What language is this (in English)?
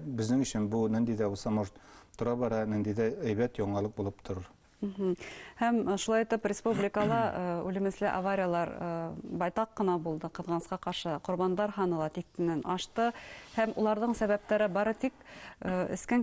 Bashkir